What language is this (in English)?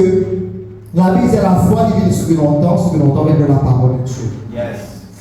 Morisyen